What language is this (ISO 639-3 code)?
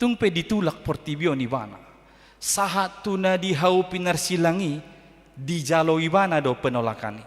bbc